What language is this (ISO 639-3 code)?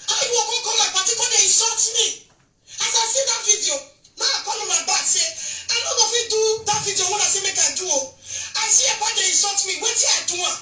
pcm